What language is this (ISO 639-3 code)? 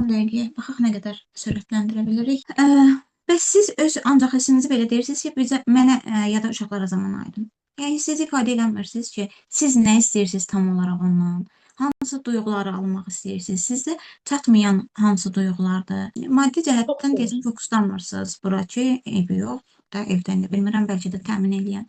aze